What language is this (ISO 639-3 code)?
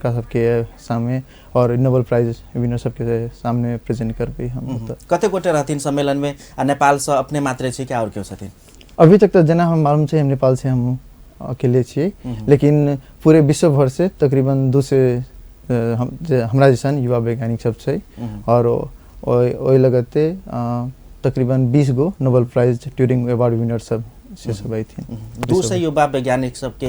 mai